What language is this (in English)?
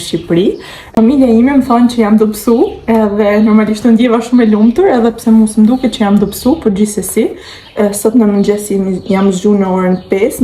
Albanian